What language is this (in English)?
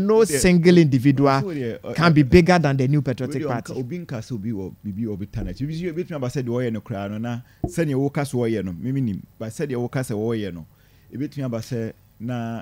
Akan